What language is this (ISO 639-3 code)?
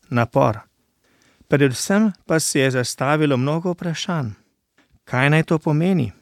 slv